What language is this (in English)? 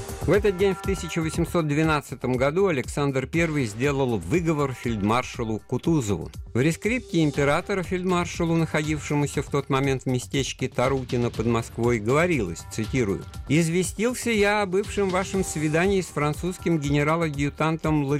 Russian